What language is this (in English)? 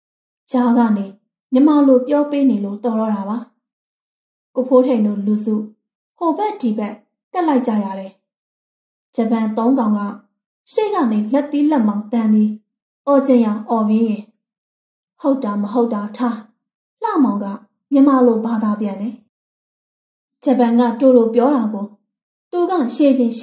Burmese